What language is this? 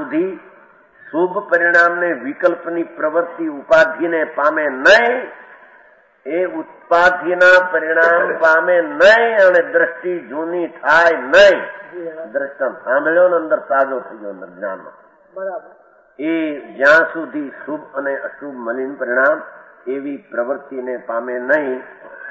Gujarati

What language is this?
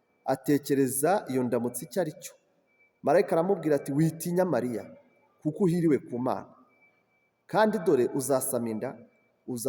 Kinyarwanda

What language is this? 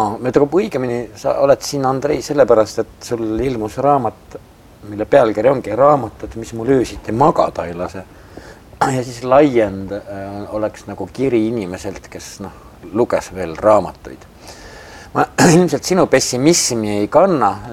Estonian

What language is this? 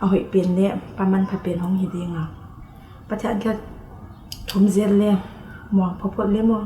Paite Chin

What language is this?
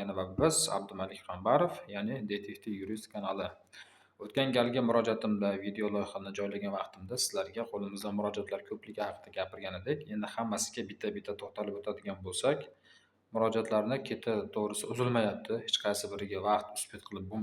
Uzbek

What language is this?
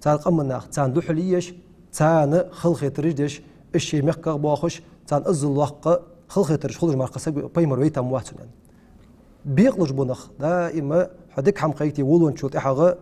Ingush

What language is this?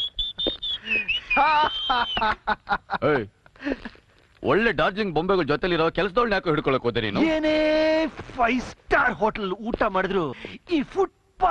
Kannada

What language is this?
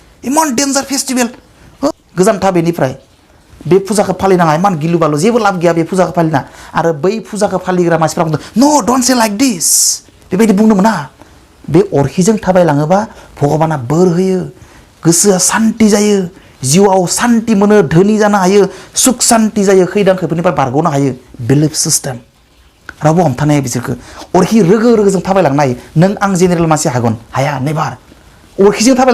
Bodo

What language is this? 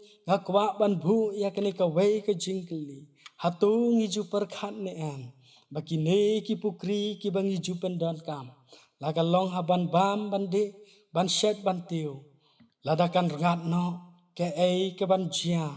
Khasi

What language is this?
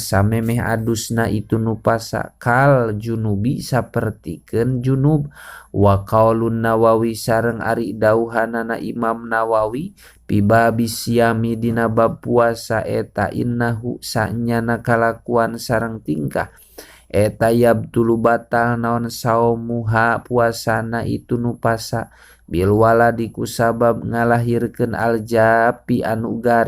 Sundanese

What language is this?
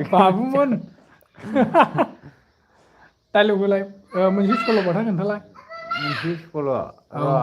Bodo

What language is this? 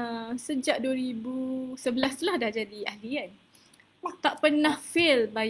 Malay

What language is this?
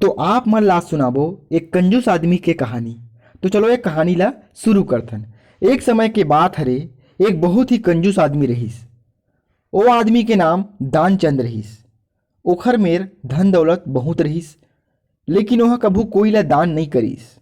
Chhattisgarhi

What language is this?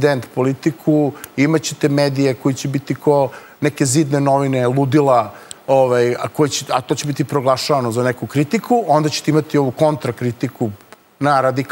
Serbian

